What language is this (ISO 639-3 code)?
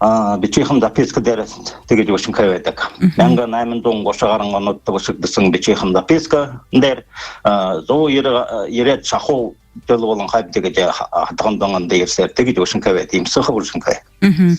bua